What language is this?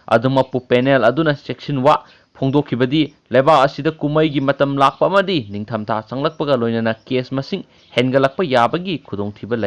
Manipuri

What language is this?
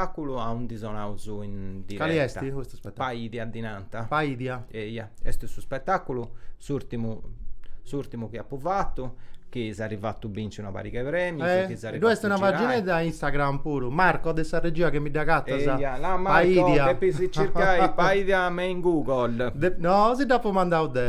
Sardinian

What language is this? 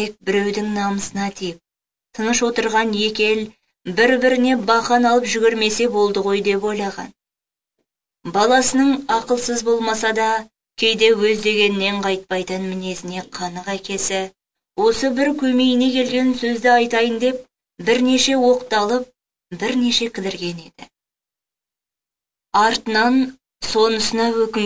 Kazakh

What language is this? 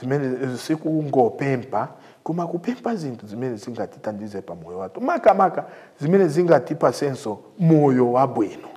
Nyanja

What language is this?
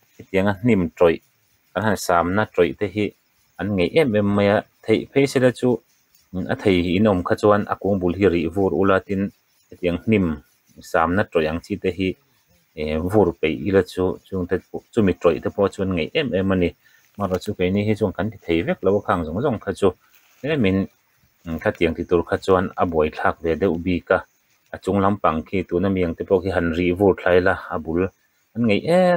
Mizo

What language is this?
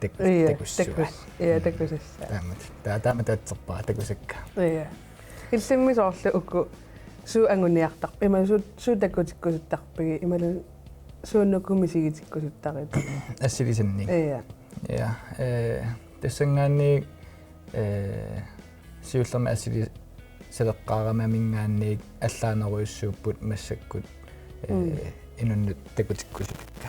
Kalaallisut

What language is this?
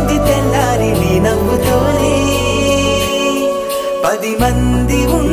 Telugu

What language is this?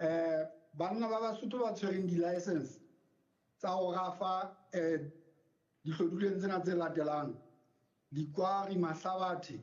Southern Sotho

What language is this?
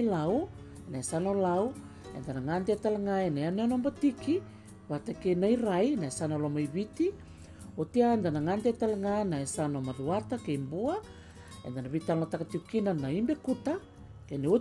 Fijian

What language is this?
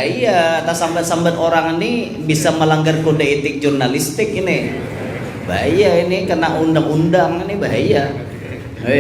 Banjar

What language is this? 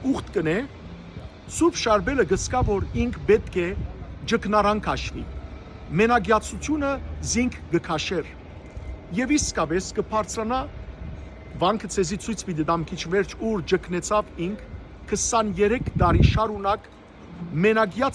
Western Armenian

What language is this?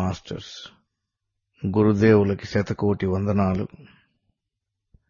Telugu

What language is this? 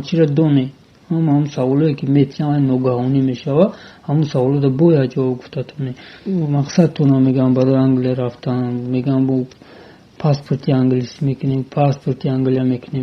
Tajik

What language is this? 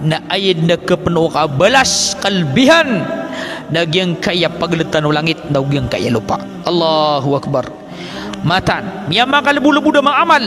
Maranao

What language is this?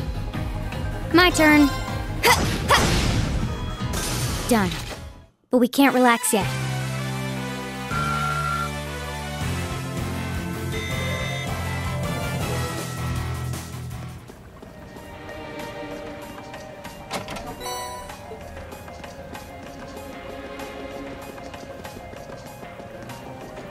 English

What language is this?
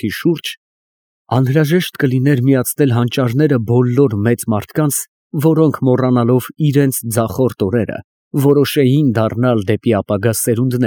Armenian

